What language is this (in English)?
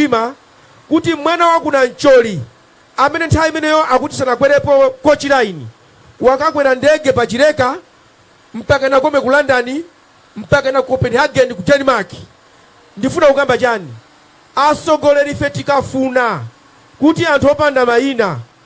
Nyanja